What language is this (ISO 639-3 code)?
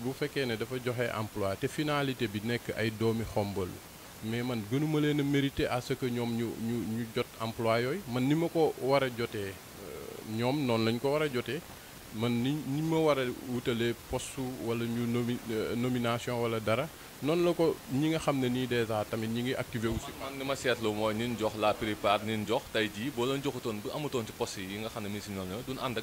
wol